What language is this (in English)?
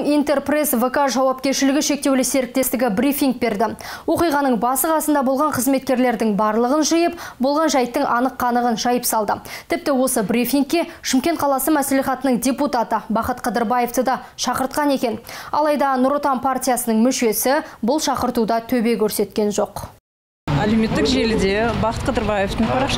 Kazakh